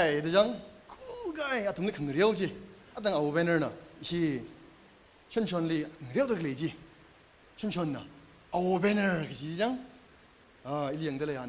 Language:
Tangkhul Naga (India)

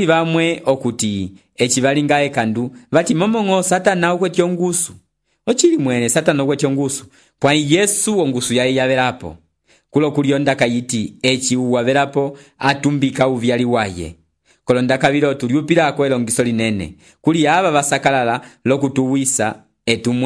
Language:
Umbundu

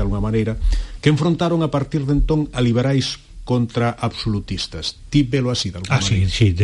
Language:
Galician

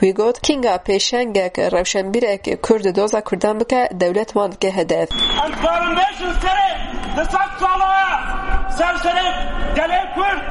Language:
Kurdish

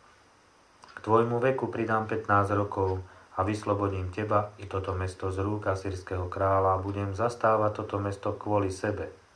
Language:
Slovak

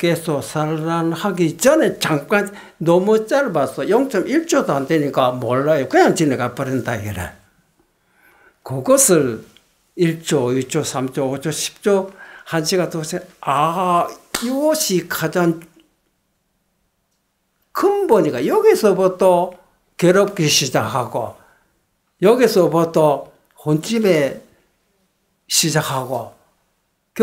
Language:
Korean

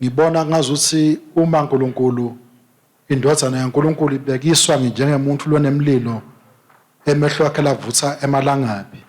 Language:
Swati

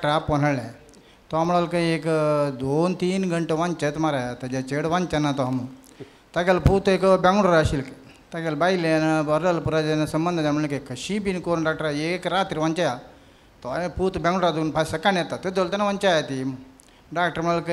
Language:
Konkani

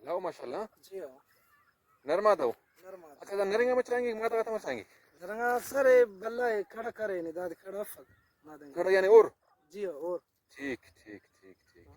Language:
Brahui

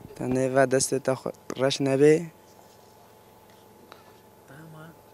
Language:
Kurdish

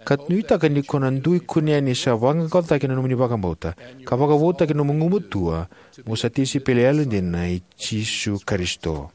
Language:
Fijian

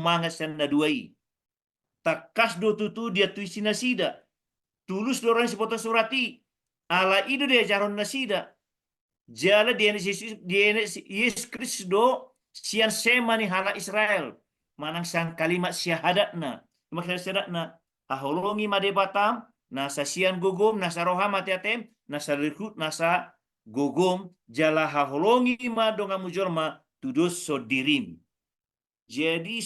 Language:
Batak Toba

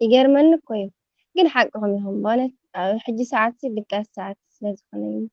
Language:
Tigrinya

